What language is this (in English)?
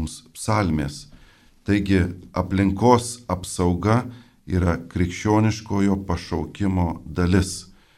Lithuanian